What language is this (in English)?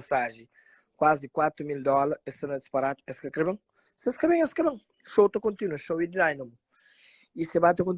Kabuverdianu